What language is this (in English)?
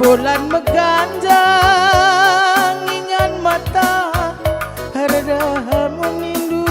Batak Karo